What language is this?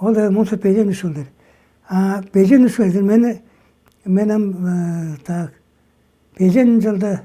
Tuvinian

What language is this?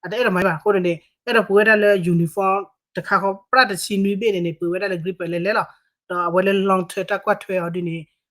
S'gaw Karen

